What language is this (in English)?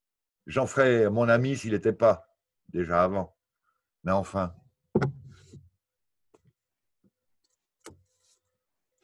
French